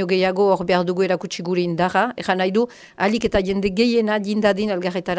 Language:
Basque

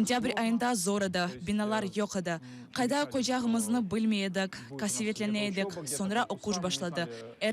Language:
Crimean Tatar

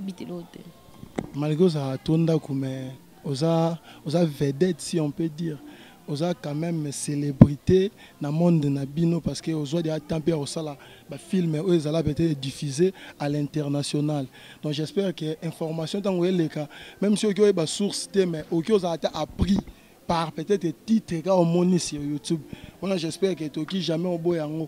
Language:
Lingala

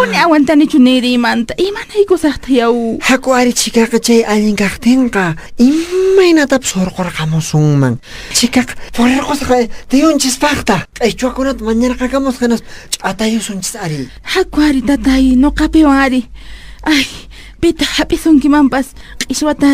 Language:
Quechua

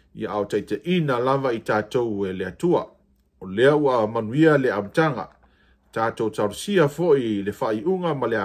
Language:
Samoan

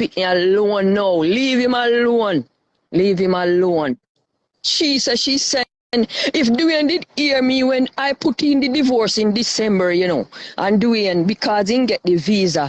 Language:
Jamaican Creole English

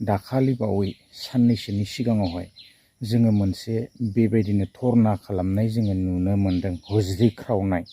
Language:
Bodo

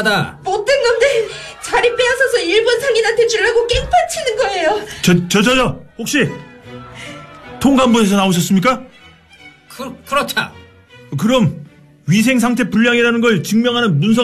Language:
Korean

